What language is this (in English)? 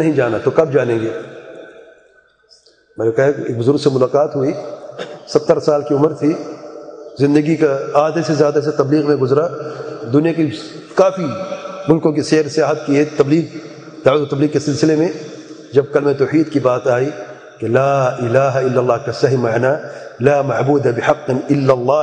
Urdu